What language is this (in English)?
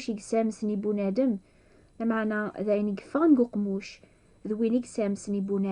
Kabyle